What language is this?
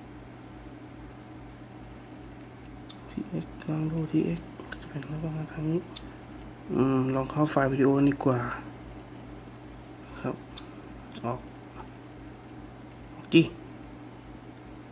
Thai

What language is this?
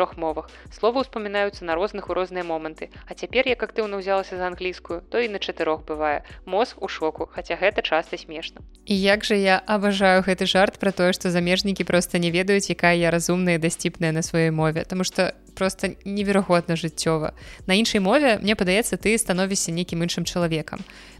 Belarusian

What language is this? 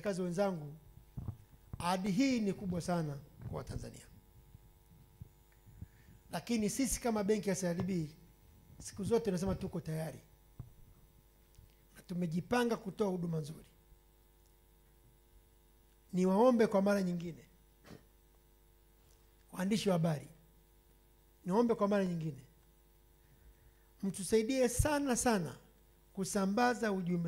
Swahili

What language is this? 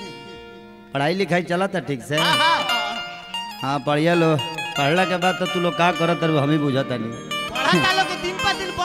Bhojpuri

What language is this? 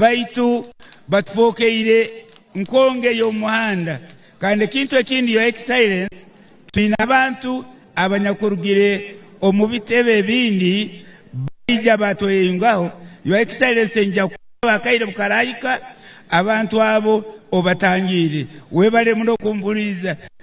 Nyankole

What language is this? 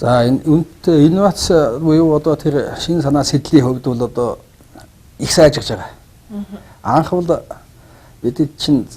Mongolian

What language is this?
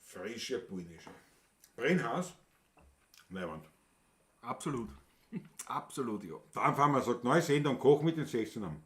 Bavarian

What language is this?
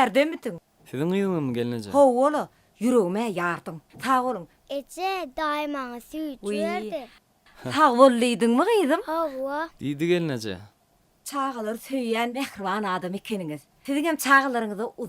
Turkmen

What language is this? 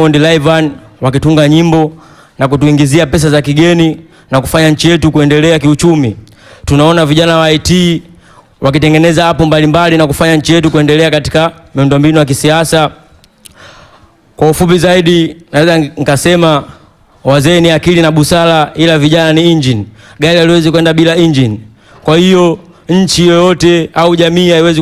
Swahili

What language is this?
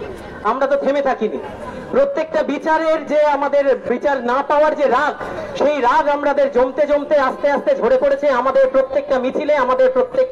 Bangla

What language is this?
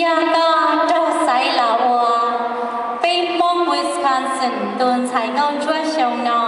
Hmong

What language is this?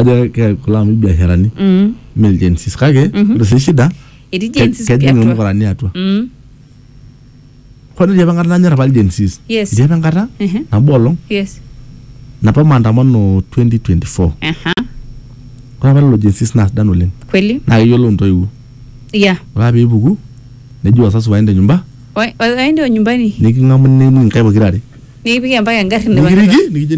Swahili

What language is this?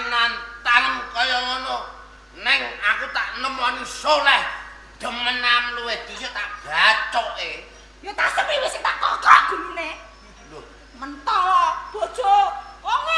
Javanese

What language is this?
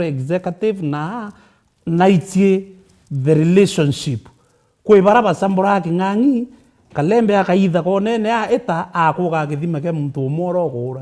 Meru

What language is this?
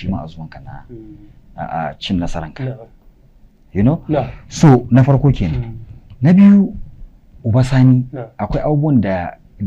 Hausa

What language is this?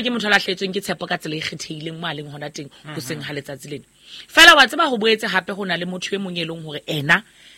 Southern Sotho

